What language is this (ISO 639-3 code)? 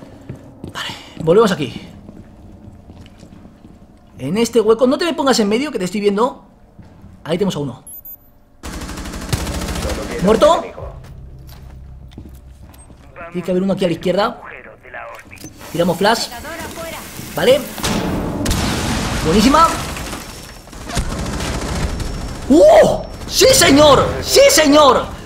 spa